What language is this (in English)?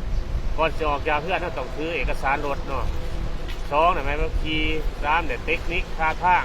Lao